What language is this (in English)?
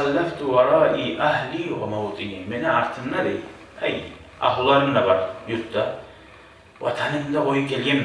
Kumyk